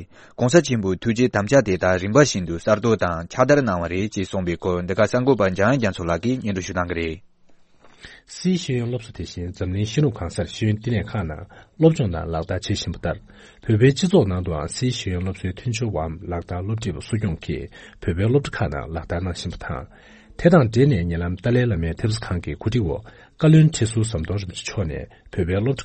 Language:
Tibetan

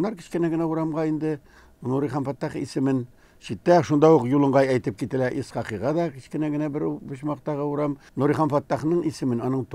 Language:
Tatar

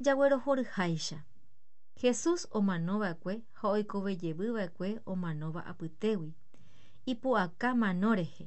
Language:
Guarani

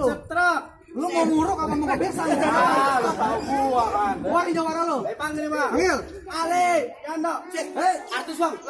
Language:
Betawi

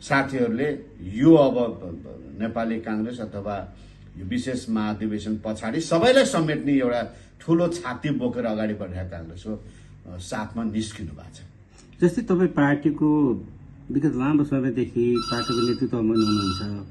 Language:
Nepali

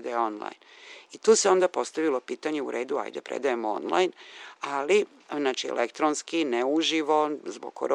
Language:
Serbian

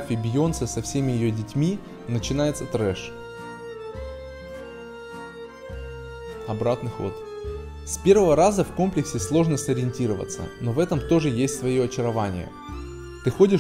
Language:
Russian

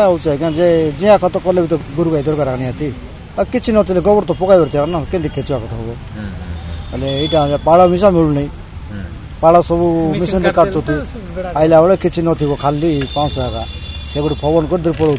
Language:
Odia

